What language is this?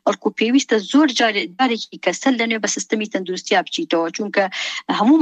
Central Kurdish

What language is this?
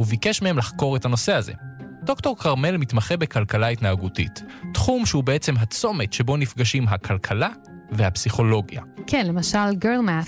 Hebrew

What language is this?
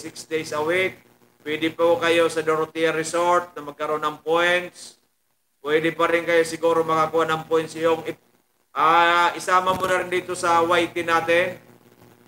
Filipino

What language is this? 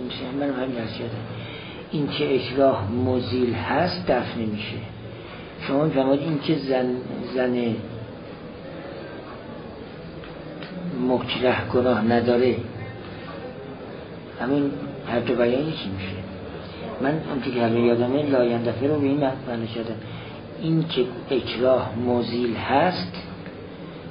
Persian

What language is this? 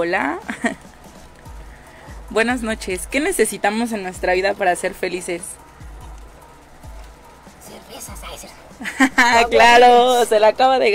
Spanish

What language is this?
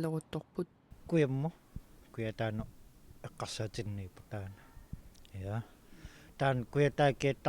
Kalaallisut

